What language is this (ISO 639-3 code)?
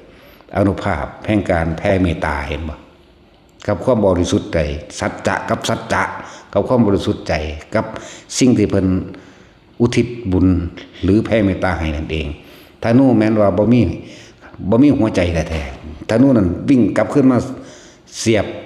tts